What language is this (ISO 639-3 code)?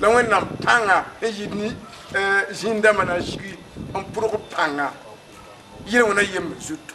mos